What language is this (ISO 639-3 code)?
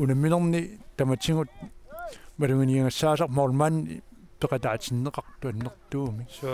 kal